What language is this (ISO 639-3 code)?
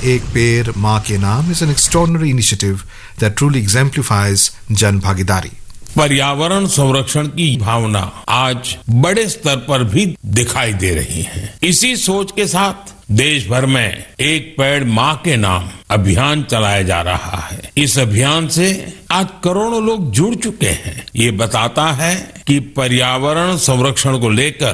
hin